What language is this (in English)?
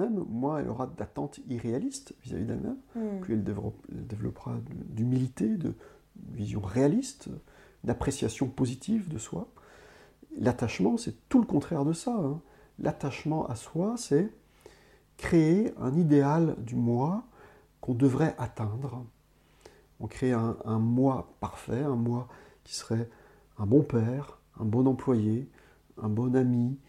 French